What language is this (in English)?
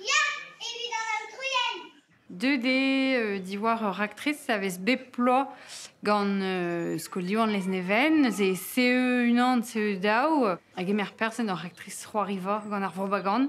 Breton